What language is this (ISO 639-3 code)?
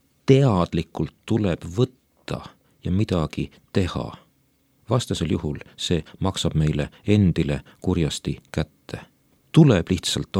est